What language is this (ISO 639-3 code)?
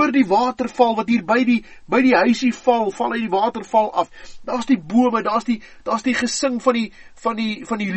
afr